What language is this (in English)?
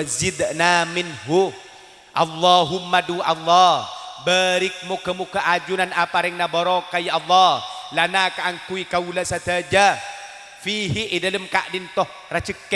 Madurese